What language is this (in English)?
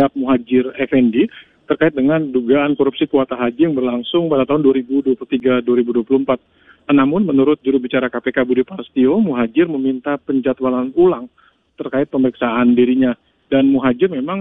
Indonesian